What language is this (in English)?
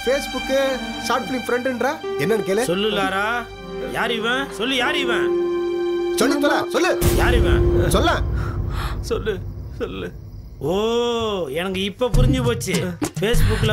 Tamil